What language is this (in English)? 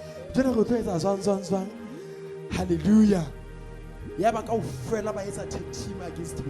Southern Sotho